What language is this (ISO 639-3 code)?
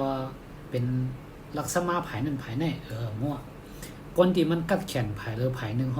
shn